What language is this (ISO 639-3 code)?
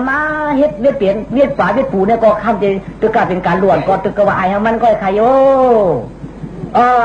shn